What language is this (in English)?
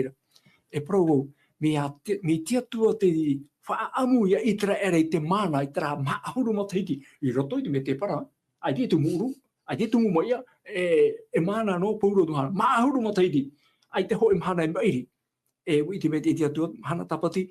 Tahitian